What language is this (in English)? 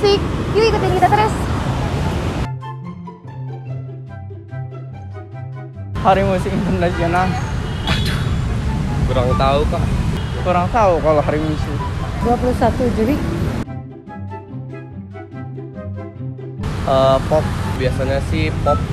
Indonesian